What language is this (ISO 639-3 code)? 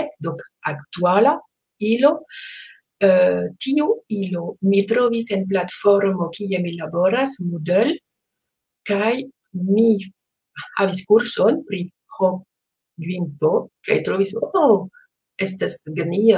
epo